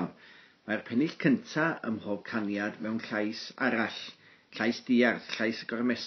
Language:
Welsh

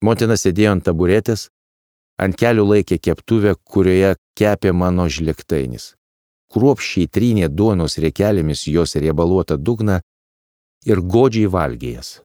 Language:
Lithuanian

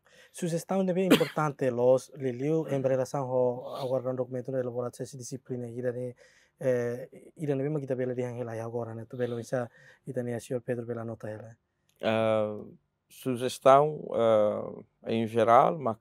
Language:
Tetum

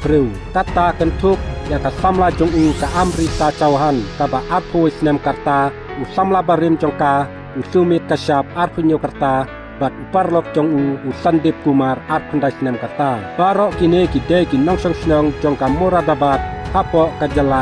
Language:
Khasi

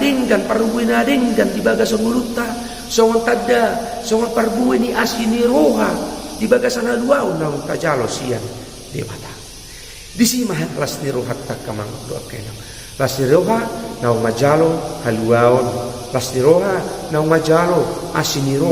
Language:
Batak Toba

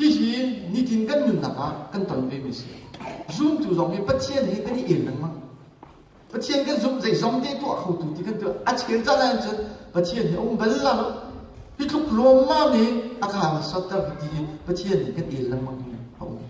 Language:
Hakha Chin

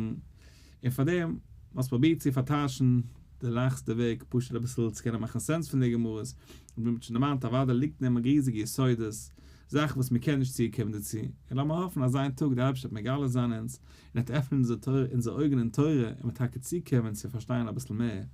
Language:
Yiddish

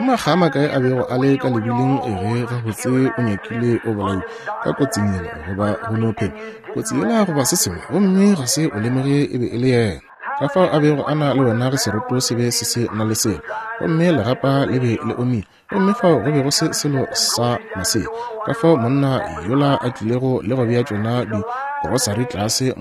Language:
Northern Sotho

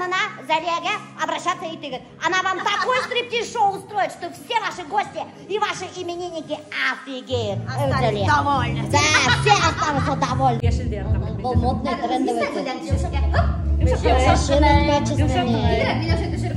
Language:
Bashkir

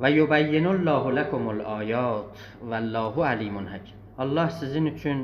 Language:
South Azerbaijani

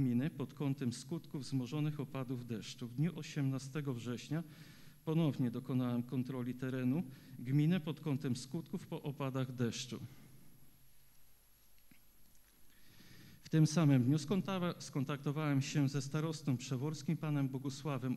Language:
Polish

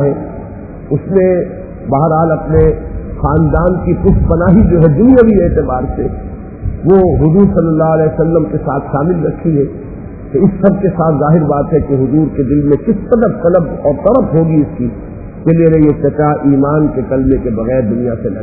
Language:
Urdu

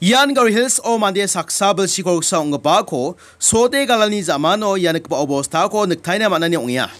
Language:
Garo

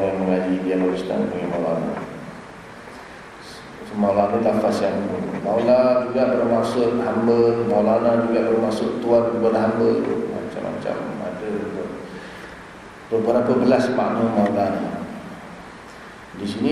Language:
Malay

